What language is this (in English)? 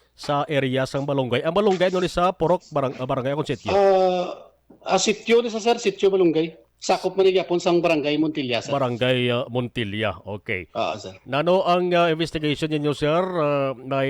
Hiligaynon